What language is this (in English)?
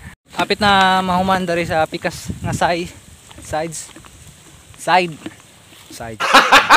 Cebuano